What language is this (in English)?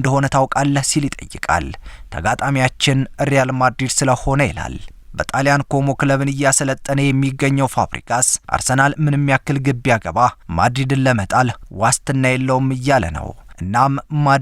Amharic